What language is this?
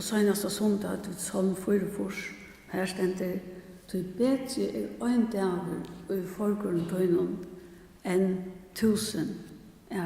Faroese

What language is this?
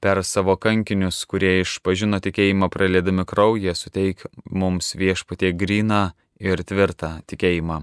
Lithuanian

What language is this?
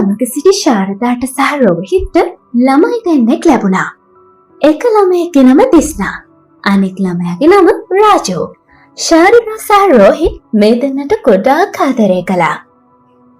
Sinhala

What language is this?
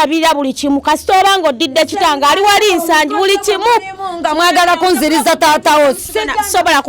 Ganda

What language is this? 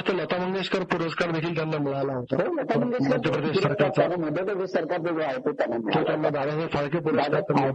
Marathi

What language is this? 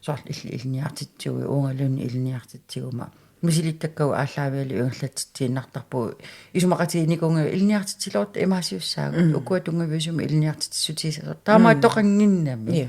Kalaallisut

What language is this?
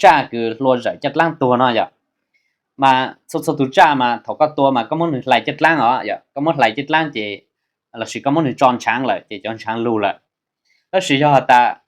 Hmong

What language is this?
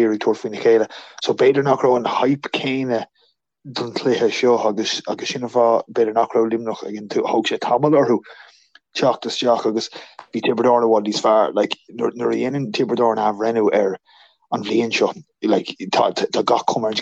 Irish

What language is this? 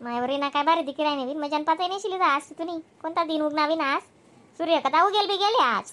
Khandesi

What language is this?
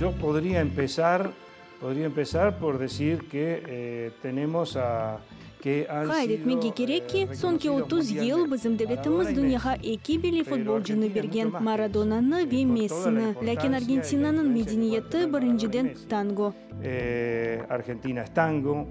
Crimean Tatar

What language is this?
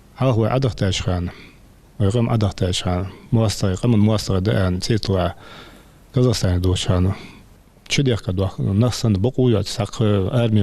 Ingush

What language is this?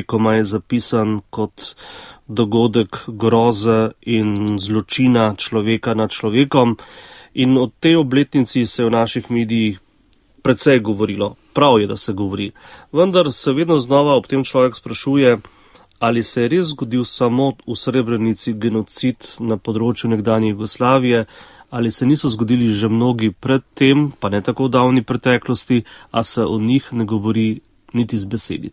Slovenian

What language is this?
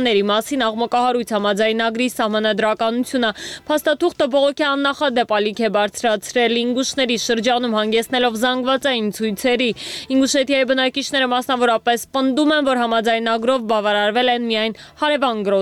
Armenian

